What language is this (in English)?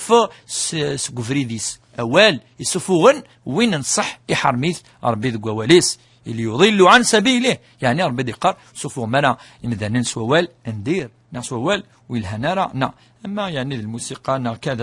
Kabyle